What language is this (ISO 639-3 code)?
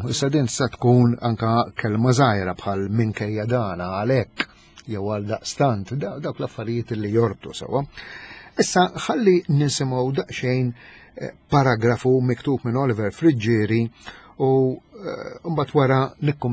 mlt